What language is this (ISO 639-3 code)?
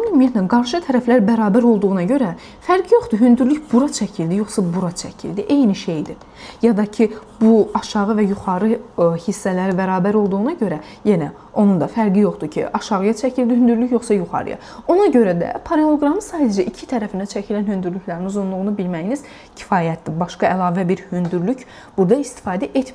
aze